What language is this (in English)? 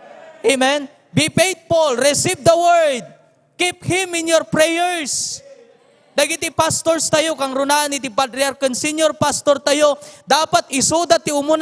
Iloko